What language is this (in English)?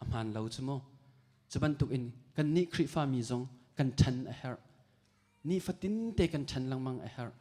Hakha Chin